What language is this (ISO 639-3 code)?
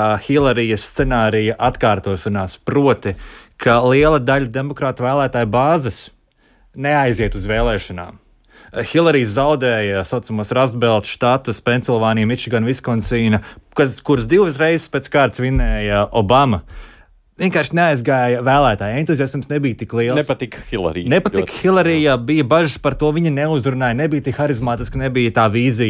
lav